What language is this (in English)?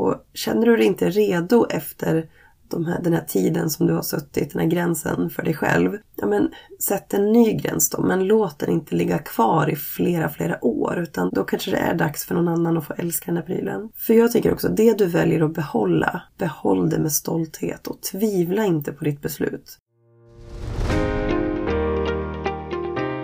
Swedish